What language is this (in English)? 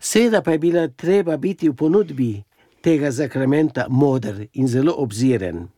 Slovenian